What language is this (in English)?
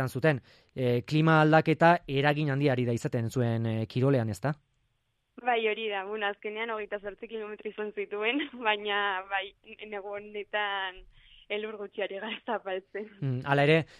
Basque